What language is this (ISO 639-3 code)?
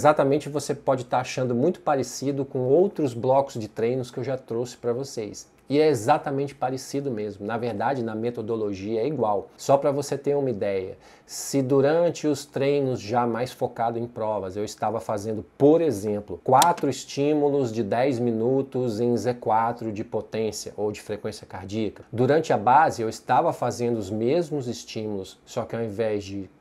por